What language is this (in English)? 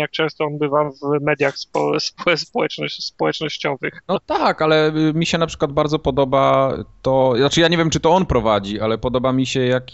Polish